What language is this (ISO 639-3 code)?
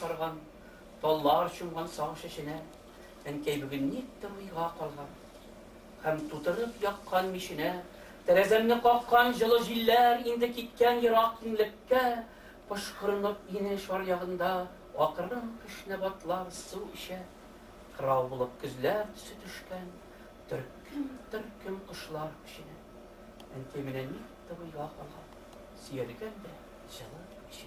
tat